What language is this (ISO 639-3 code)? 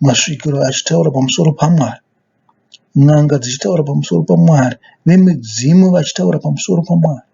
sna